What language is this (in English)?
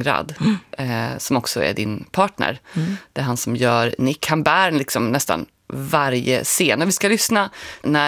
Swedish